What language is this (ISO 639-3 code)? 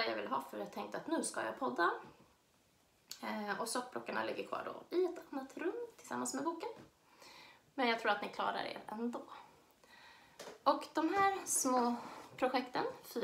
swe